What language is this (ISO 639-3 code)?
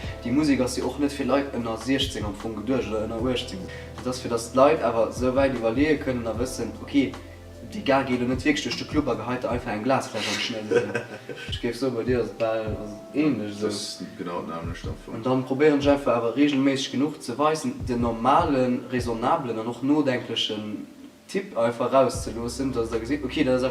ltz